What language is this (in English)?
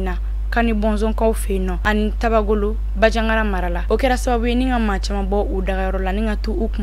Bambara